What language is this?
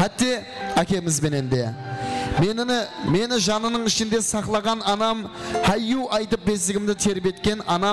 Kara-Kalpak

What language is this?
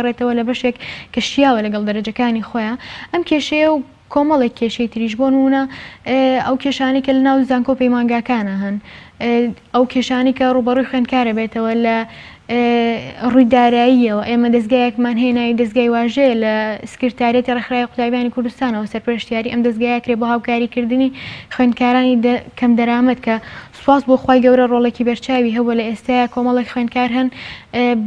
Central Kurdish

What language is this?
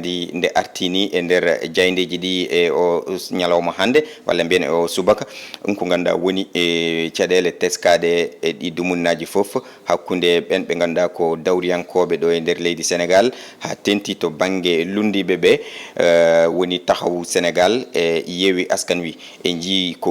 Fula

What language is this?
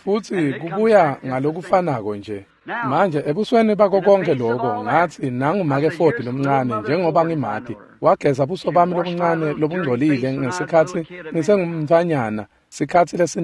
Swati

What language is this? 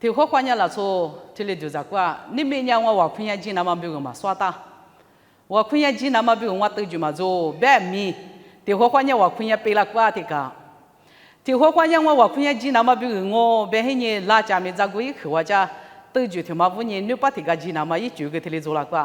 Lisu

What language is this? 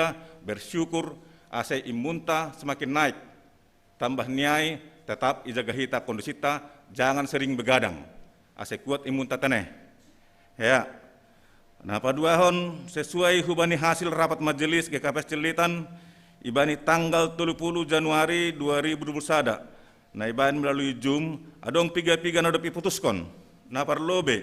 Batak Simalungun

